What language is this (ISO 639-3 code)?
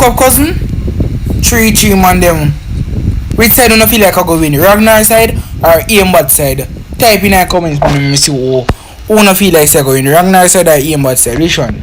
jam